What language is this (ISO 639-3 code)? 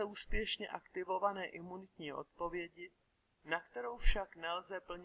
ces